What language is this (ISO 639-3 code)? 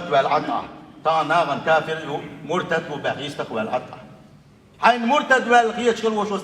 che